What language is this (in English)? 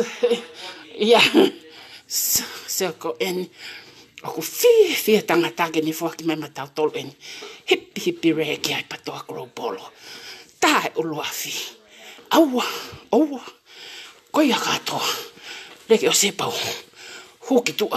Tongan